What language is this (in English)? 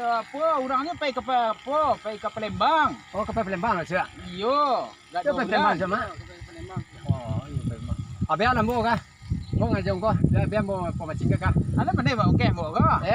Minangkabau